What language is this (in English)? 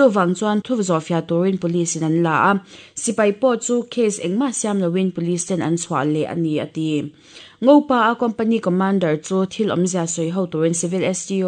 Mizo